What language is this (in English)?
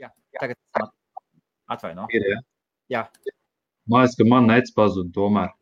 Latvian